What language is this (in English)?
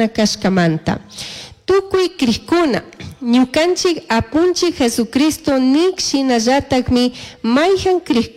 Chimborazo Highland Quichua